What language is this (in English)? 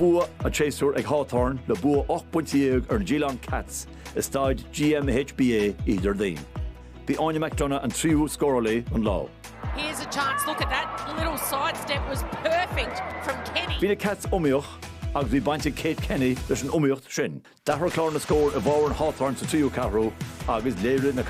Irish